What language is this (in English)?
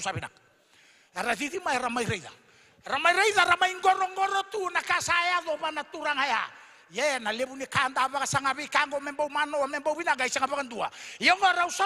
Fijian